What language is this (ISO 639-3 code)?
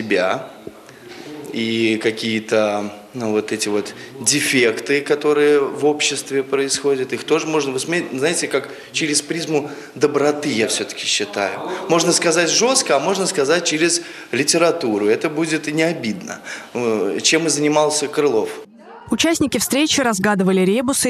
rus